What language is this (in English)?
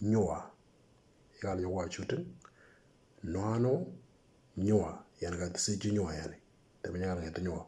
Moro